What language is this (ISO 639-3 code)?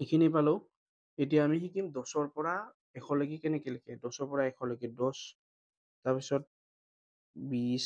asm